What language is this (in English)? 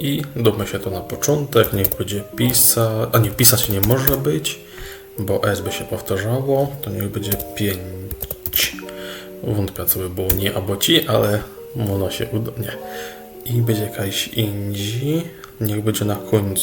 Silesian